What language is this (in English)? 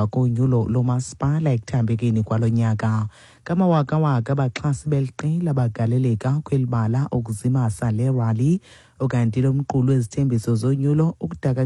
Xhosa